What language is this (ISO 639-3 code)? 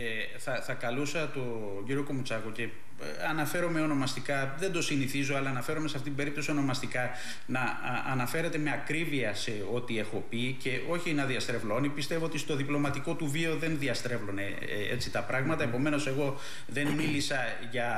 ell